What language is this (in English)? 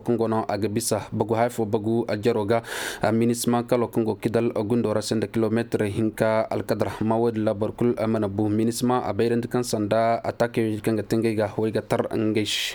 Zarma